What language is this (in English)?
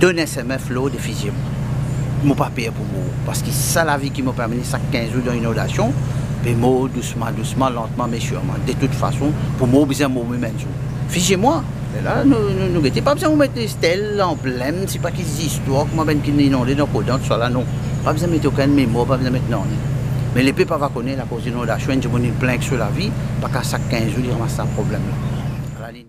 Morisyen